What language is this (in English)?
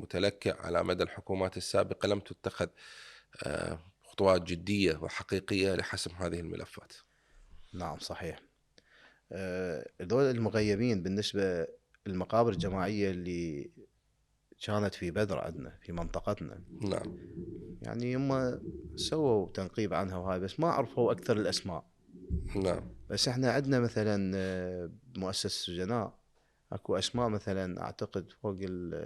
Mesopotamian Arabic